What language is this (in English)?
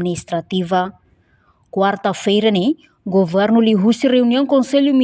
Tetum